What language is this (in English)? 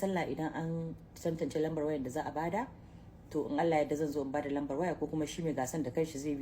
Hausa